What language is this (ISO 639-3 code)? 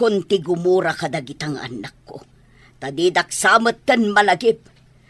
ilo